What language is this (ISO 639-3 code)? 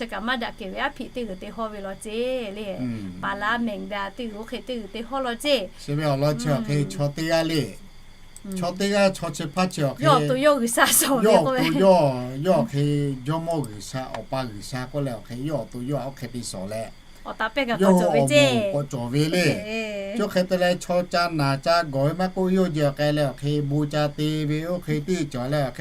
lhu